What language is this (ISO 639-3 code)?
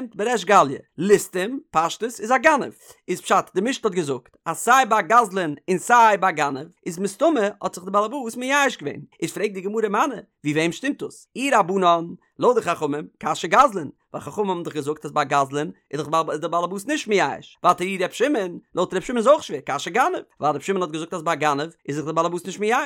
yid